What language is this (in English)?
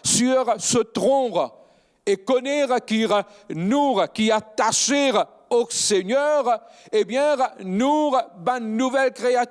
Morisyen